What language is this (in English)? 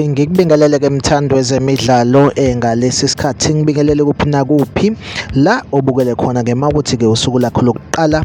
Zulu